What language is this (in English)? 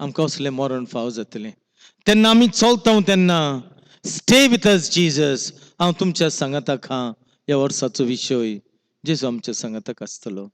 Konkani